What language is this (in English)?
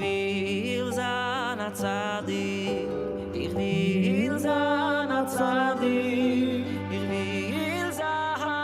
Yiddish